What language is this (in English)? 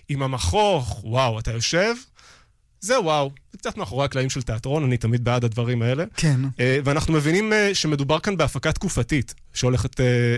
Hebrew